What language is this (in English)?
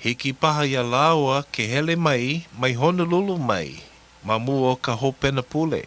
Hawaiian